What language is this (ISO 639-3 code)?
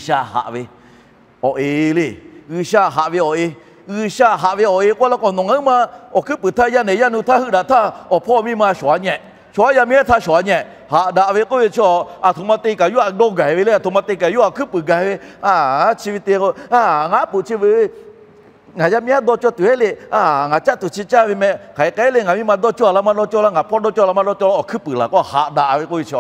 lhu